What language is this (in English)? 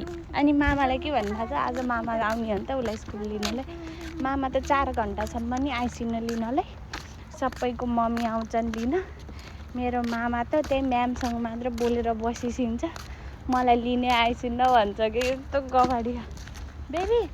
Nepali